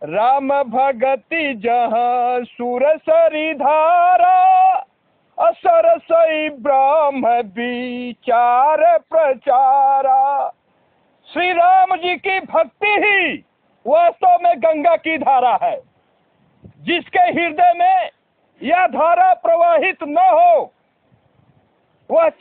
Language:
Hindi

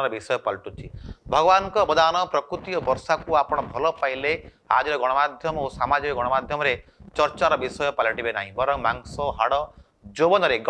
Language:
Odia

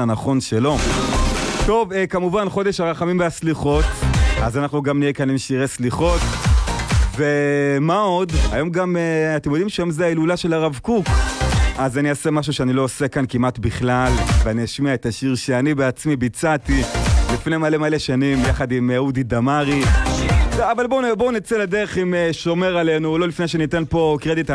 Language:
Hebrew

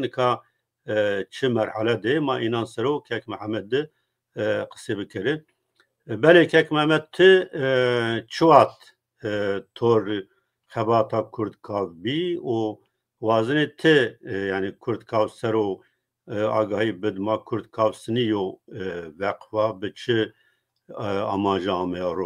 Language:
Zaza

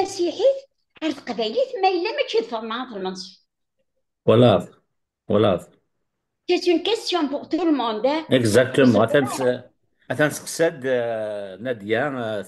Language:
Kabyle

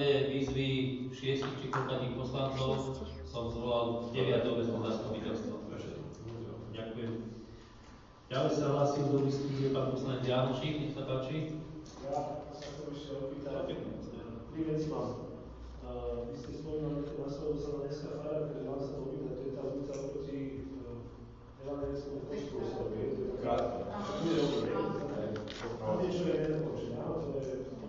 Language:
Slovak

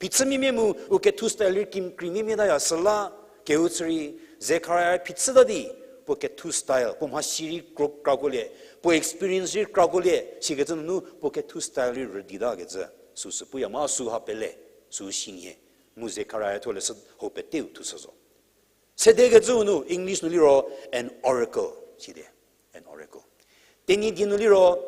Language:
Angami Naga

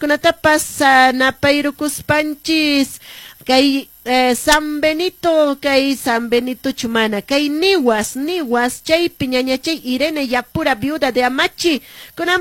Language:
Quechua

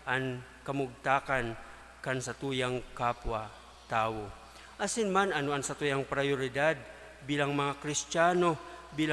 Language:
Bikol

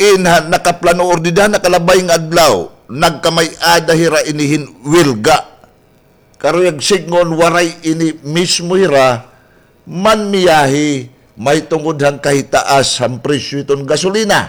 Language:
Waray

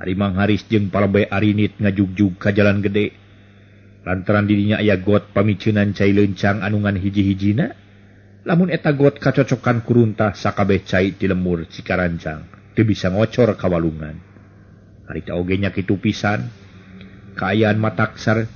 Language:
Sundanese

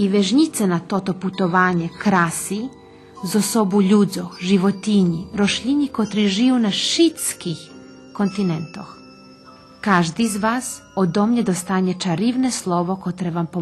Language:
Rusyn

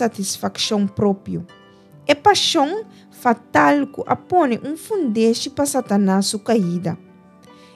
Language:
Papiamento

